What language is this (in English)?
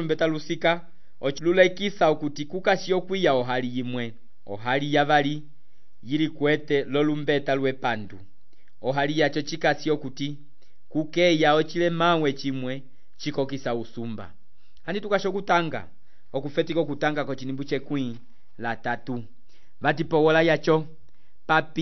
Umbundu